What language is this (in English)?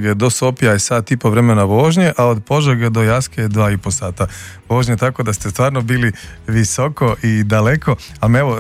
Croatian